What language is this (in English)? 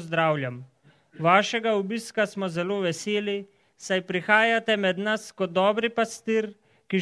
Slovenian